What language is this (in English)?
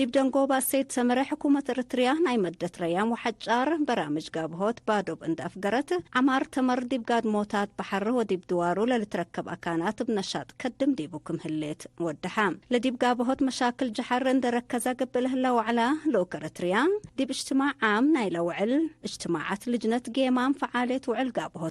Tigre